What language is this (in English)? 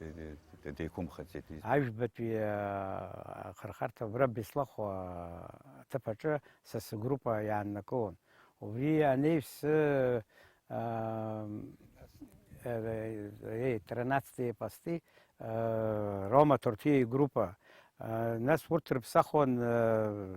Abkhazian